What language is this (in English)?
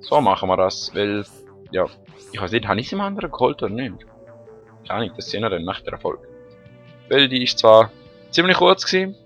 Swiss German